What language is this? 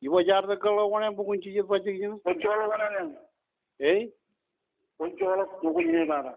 Marshallese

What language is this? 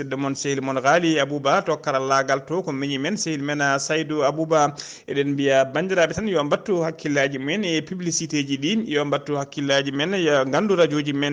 Fula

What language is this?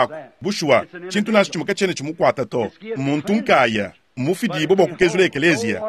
Luba-Lulua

